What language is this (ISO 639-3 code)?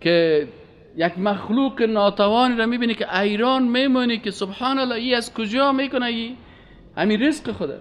fas